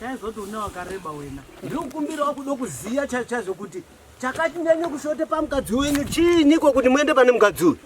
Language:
Shona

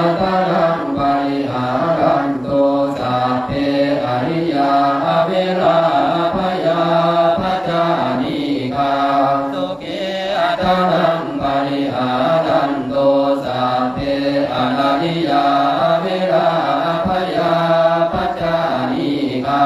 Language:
Pali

